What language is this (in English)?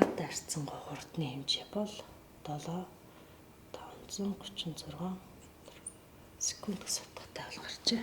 Mongolian